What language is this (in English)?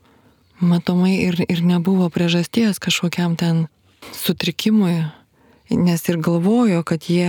Lithuanian